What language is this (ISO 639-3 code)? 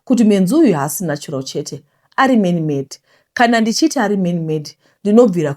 sna